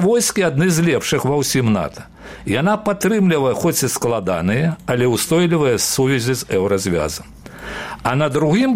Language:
Belarusian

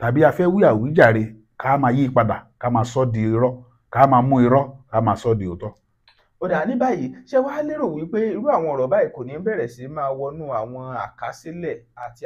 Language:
Yoruba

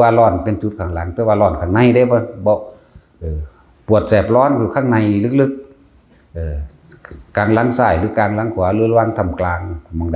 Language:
Northeastern Thai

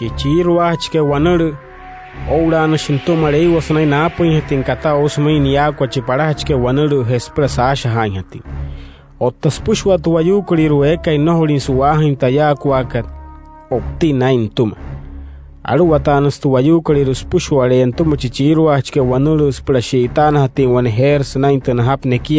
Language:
Wayuu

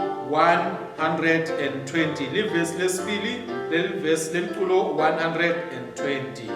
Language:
Swati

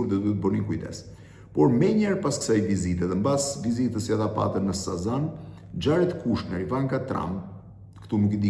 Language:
Albanian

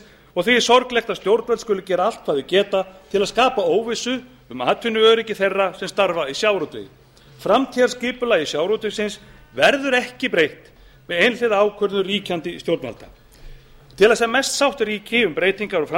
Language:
Icelandic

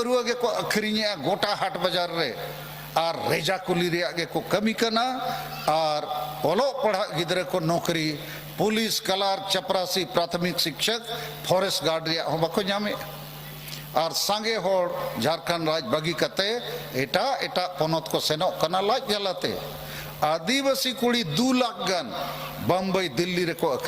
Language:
Santali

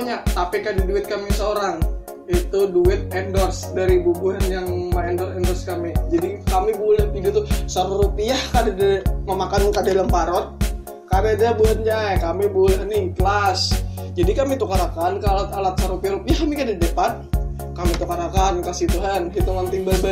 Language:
Banjar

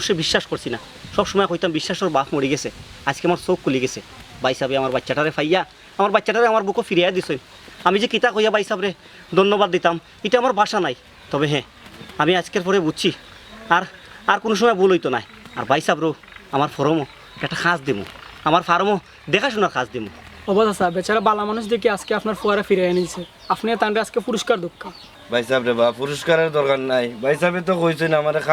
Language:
Sylheti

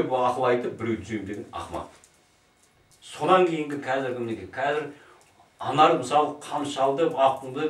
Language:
Kazakh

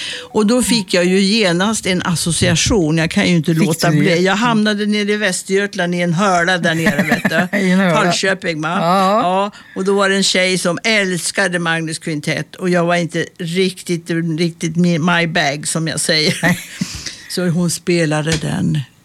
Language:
Swedish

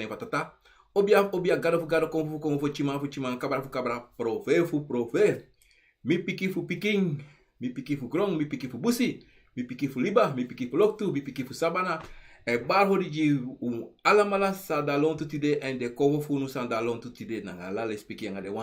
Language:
Sranan Tongo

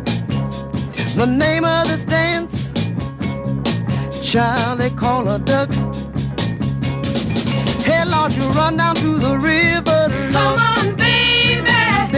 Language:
Basque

